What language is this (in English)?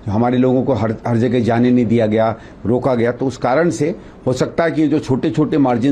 Hindi